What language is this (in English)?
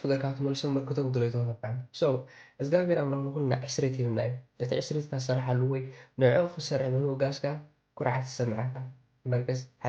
Tigrinya